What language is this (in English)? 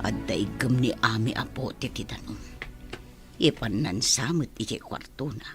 Iloko